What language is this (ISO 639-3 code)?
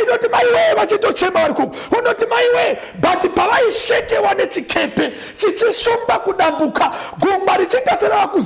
sna